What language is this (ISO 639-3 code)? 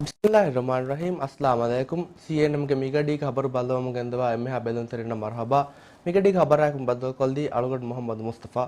div